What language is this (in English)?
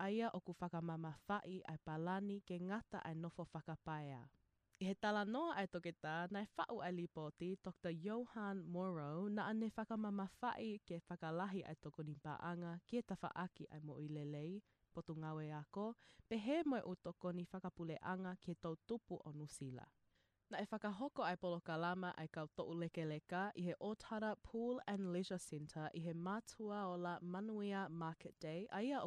Tongan